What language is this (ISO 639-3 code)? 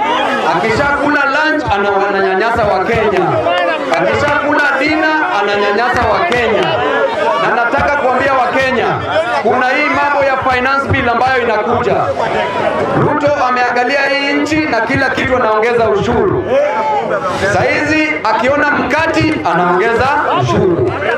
swa